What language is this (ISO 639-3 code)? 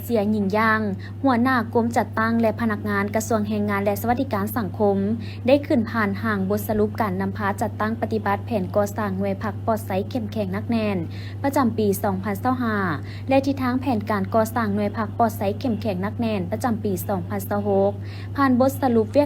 lao